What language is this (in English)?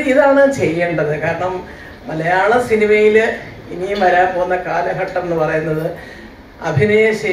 Malayalam